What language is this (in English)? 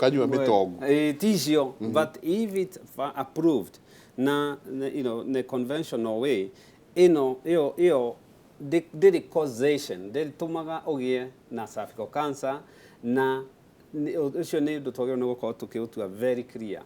Kikuyu